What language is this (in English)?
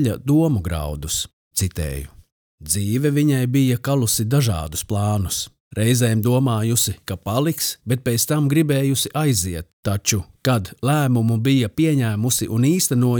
Latvian